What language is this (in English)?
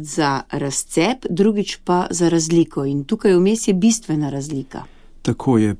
Slovenian